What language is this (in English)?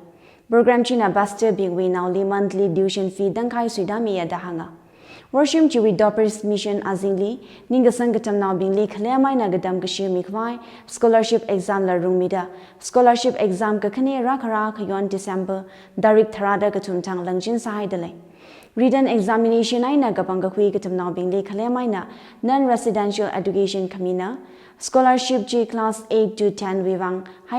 Tangkhul Naga (India)